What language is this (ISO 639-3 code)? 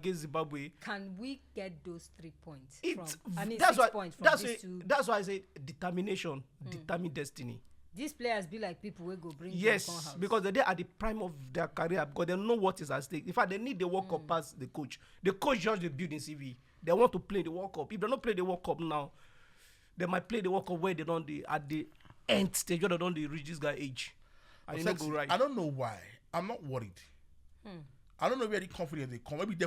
pcm